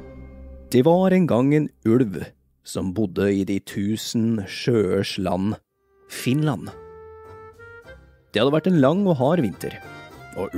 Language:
Norwegian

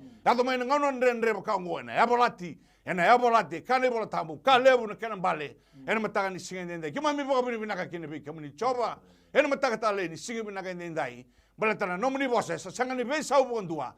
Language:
Fijian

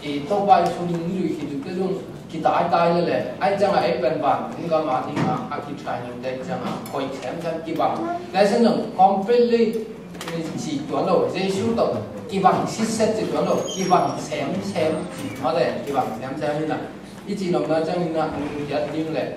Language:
Tedim Chin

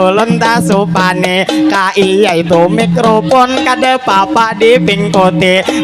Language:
Banjar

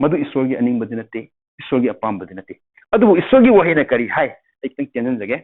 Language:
Manipuri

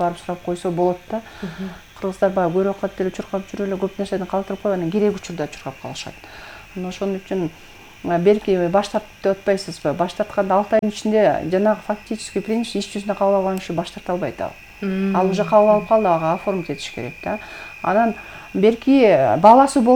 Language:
Kyrgyz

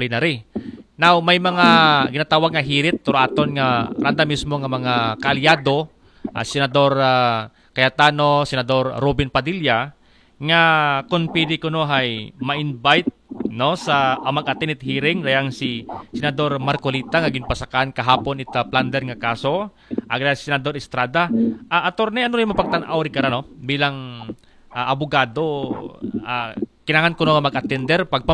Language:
Aklanon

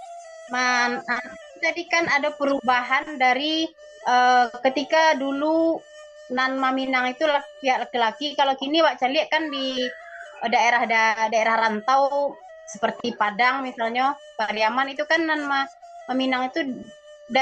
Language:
Minangkabau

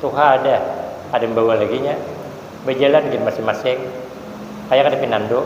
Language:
Banjar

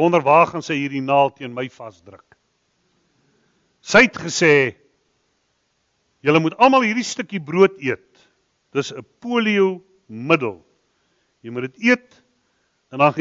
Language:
Afrikaans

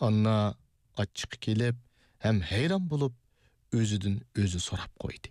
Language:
Uyghur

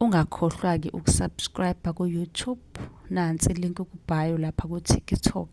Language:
Zulu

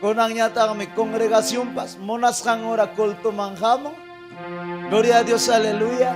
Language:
Ayacucho Quechua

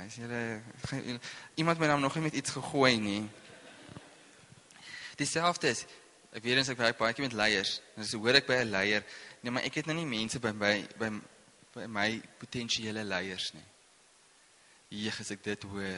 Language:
Afrikaans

